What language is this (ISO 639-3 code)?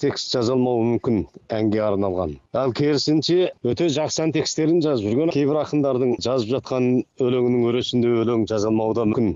kaz